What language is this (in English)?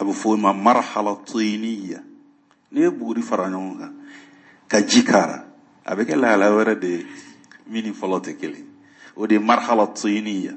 Bambara